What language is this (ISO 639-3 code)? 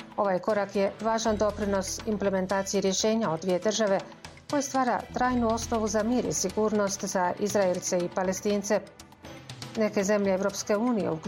bos